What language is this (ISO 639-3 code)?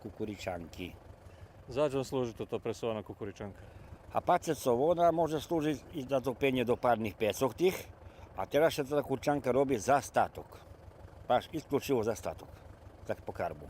rue